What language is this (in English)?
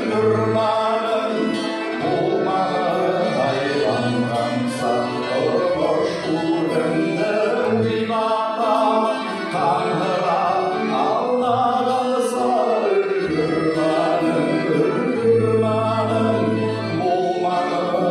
Bashkir